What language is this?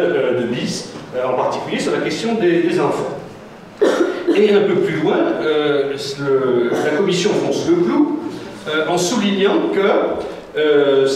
French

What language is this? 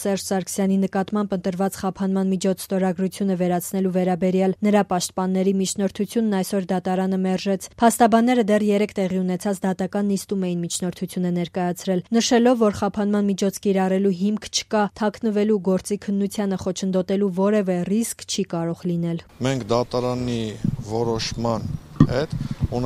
Armenian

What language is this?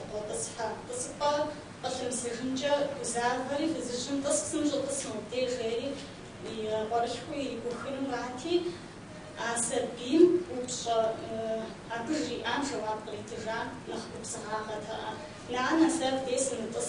Kabardian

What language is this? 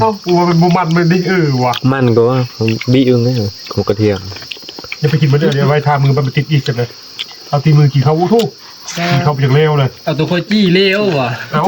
Northeastern Thai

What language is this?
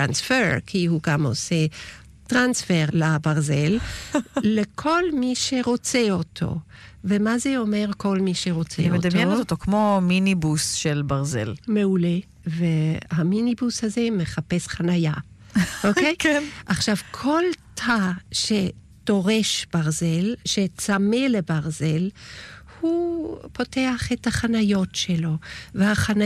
Hebrew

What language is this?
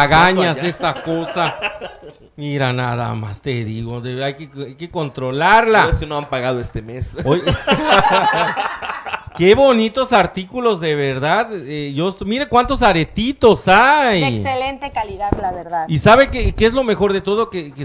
Spanish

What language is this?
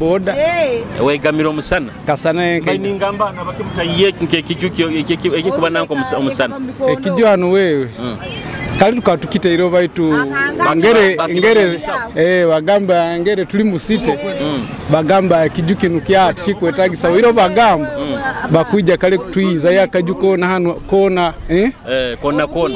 Nyoro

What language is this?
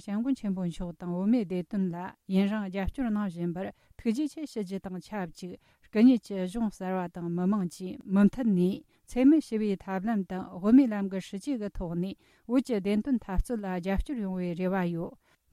Tibetan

